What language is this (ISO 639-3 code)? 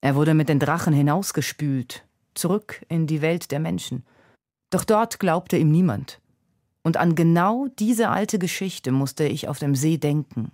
gsw